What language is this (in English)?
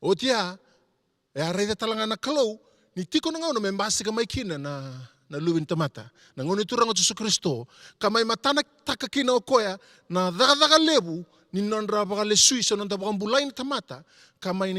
Fijian